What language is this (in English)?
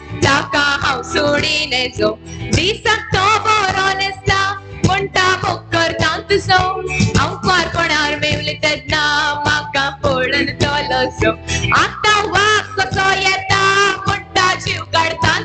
Konkani